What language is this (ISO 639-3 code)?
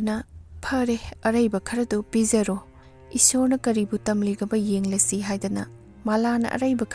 mni